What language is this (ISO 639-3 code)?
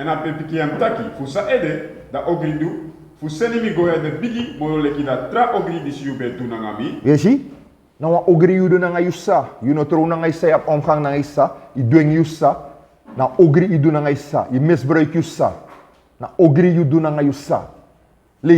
srn